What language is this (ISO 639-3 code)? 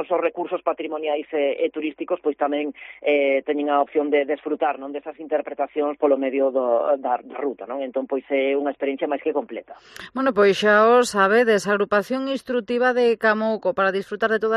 glg